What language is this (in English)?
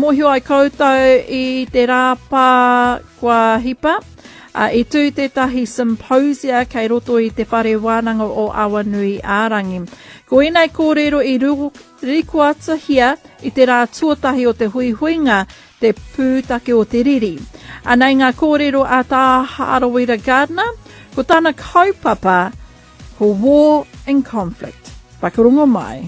Māori